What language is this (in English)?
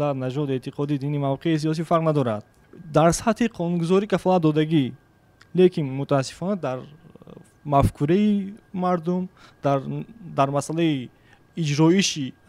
Tajik